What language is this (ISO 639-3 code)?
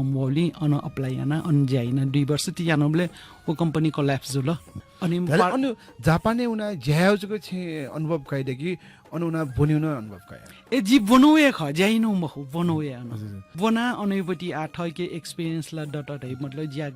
new